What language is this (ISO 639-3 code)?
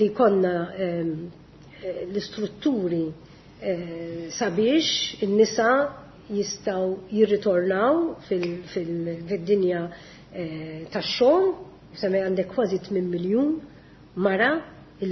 mlt